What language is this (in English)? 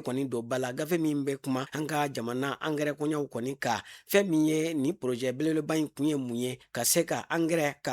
Bambara